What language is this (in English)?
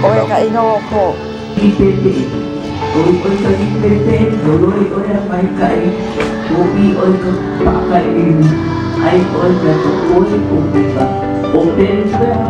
Hawaiian